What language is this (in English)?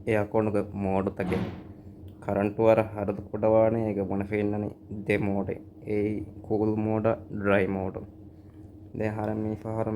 Divehi